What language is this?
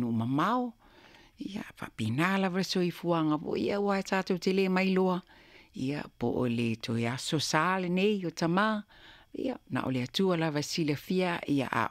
Samoan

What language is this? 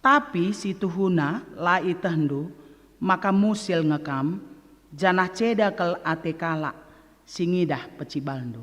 Batak Karo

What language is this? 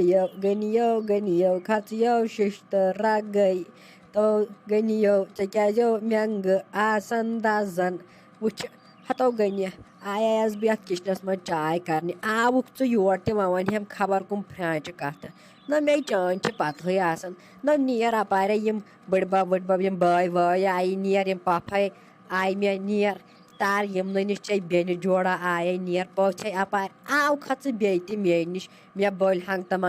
Kashmiri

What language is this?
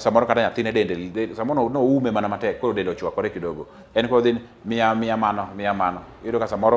Luo (Kenya and Tanzania)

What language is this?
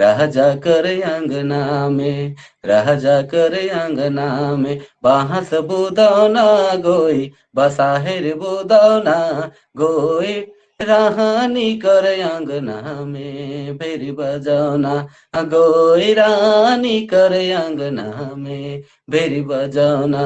Sadri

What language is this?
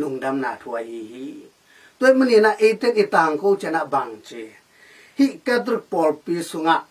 Tedim Chin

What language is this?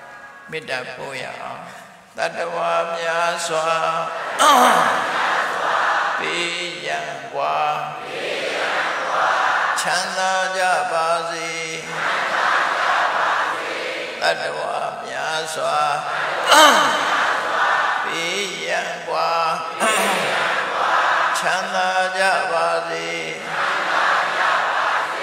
Burmese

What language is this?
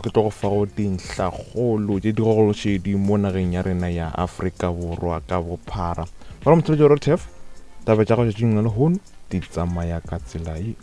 Northern Sotho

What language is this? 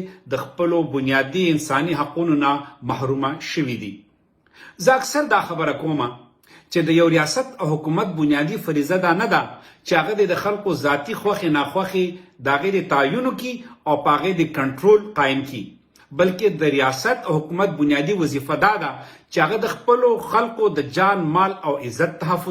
Pashto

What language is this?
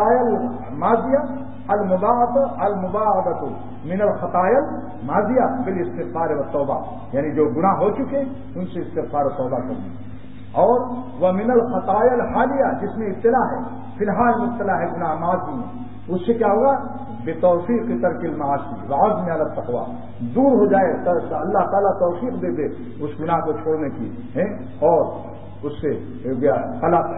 Urdu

